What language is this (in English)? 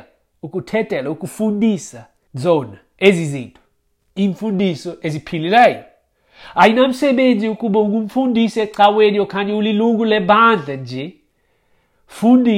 Xhosa